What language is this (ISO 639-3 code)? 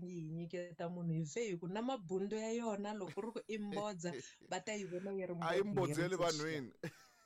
tso